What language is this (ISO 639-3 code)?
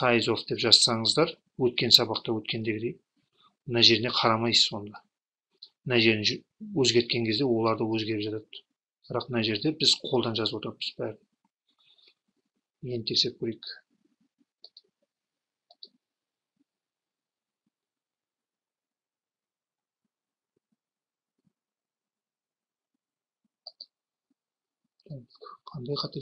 kaz